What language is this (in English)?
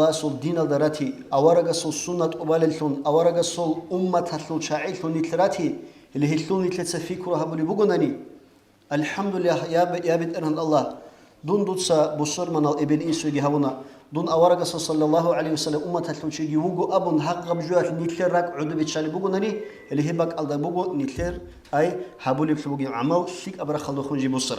Avaric